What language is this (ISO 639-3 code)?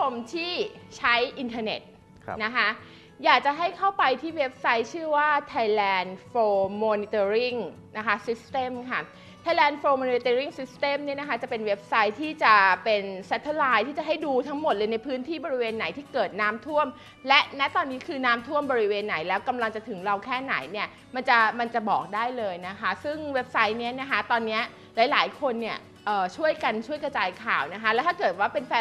tha